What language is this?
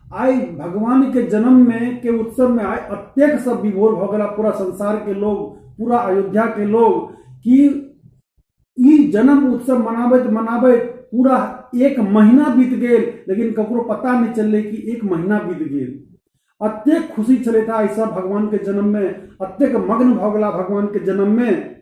Maithili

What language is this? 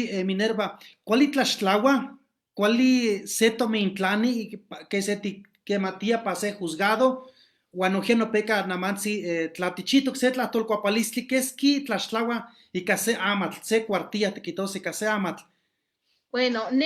Eastern Huasteca Nahuatl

